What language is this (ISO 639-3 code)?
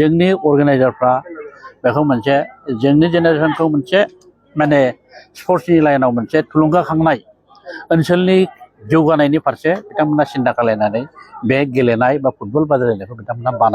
brx